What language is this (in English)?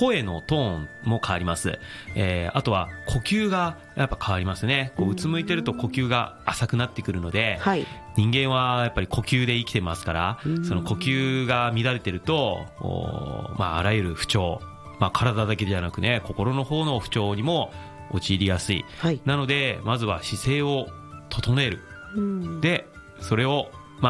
Japanese